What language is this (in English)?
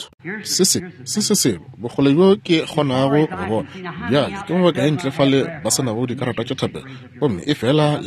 Northern Sotho